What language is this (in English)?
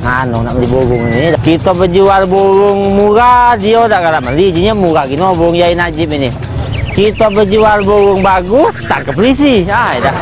Musi